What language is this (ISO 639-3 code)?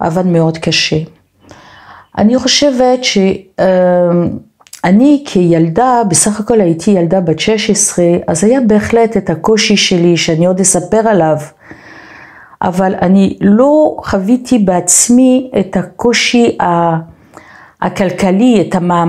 heb